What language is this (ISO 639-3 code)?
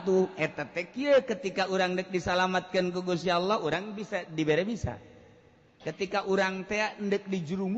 sun